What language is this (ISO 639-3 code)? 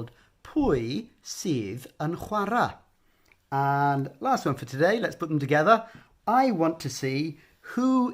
cym